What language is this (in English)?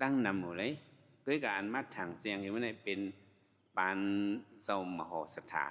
Shan